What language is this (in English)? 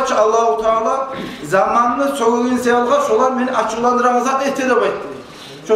Kumyk